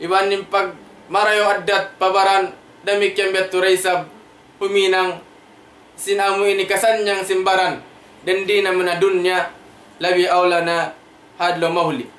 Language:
Tausug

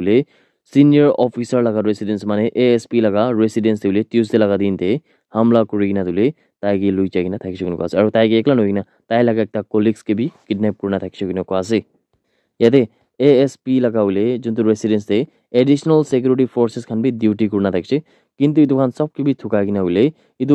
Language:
Naga Pidgin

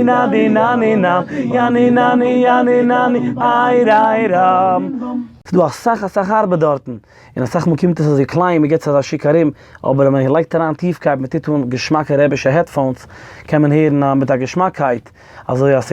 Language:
Yiddish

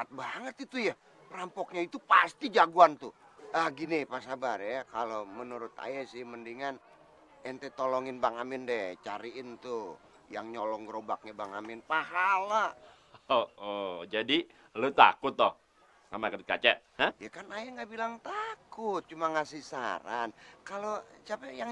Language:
Betawi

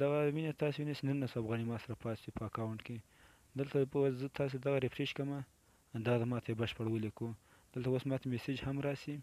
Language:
Pashto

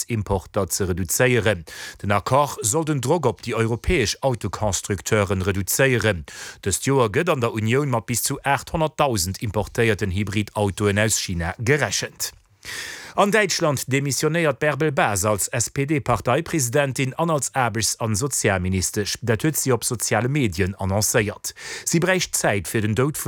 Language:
Luxembourgish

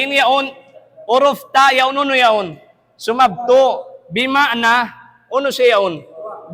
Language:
Tausug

